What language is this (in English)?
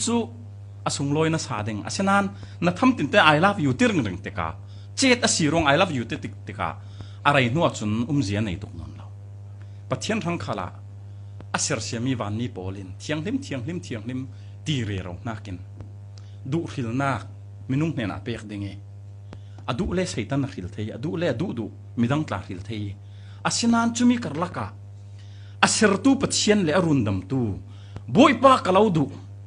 Falam Chin